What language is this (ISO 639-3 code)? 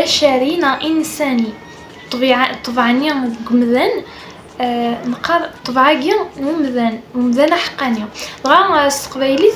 kab